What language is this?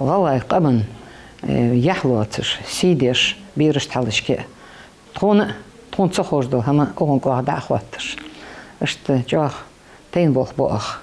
Ingush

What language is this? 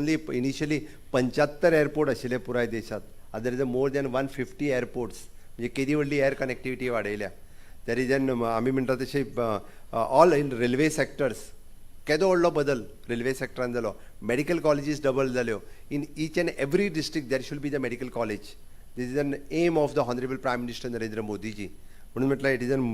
Konkani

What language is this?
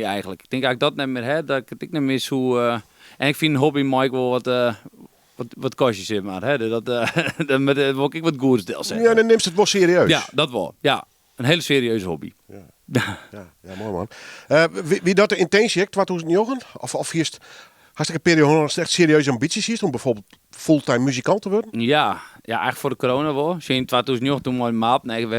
Western Frisian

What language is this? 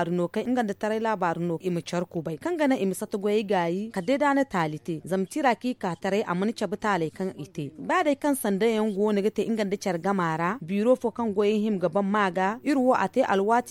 Zarma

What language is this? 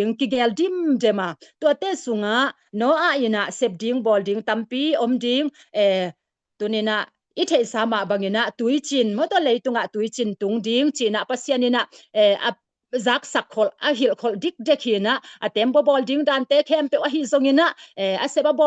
Tedim Chin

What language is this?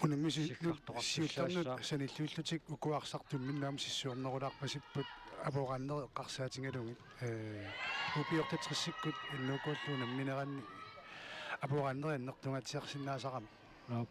Kalaallisut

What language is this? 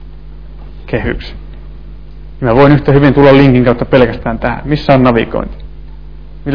Finnish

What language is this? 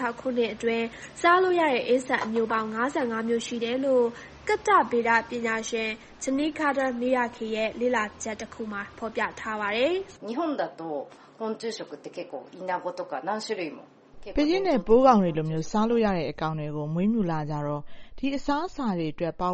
Burmese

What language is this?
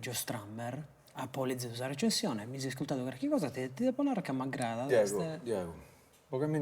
Sardinian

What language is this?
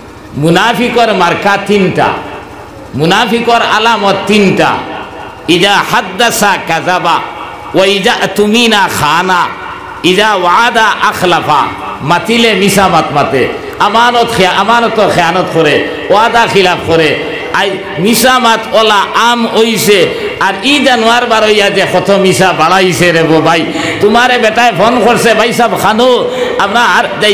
Sylheti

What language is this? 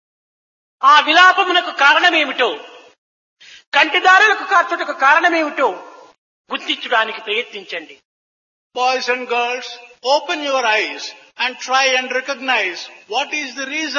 Telugu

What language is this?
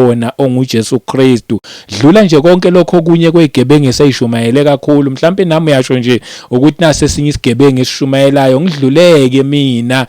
Zulu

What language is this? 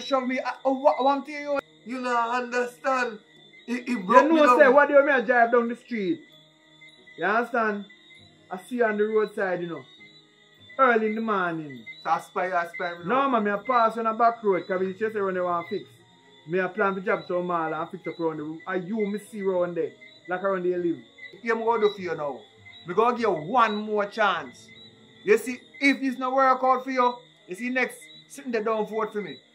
Jamaican Creole English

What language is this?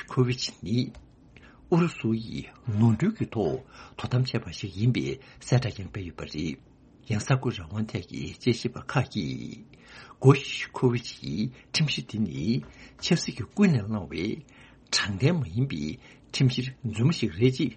Tibetan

